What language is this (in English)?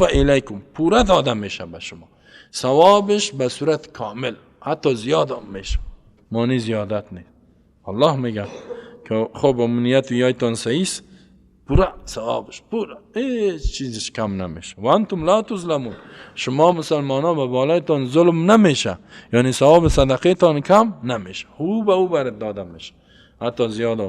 Persian